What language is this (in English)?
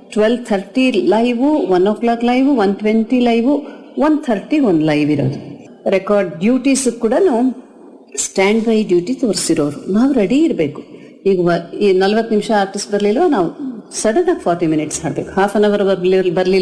Kannada